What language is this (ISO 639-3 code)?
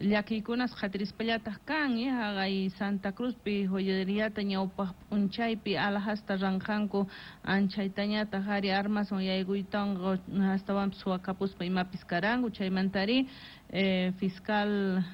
que